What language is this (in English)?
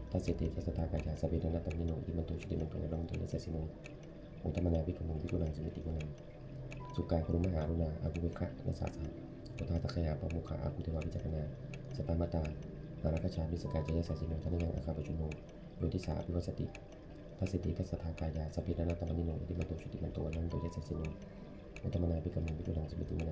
Pali